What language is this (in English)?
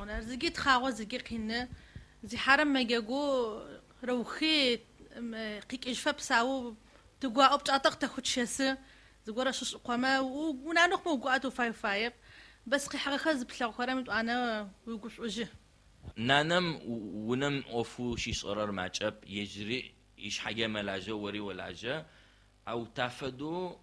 Adyghe